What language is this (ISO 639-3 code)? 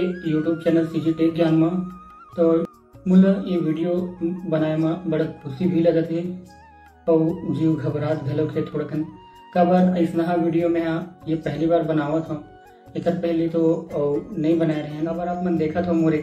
hne